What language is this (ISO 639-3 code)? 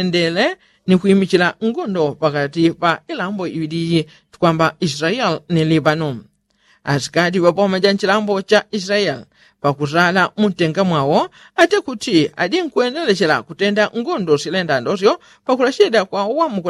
yao